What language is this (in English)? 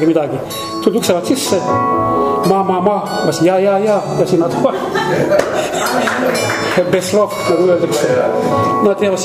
Estonian